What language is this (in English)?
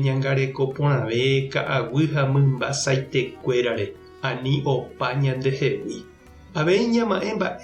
Guarani